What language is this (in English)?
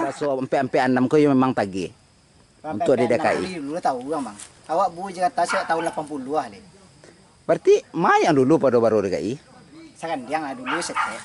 Minangkabau